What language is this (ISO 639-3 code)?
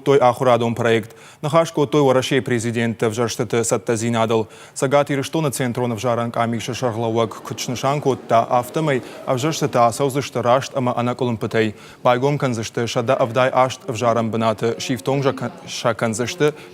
oss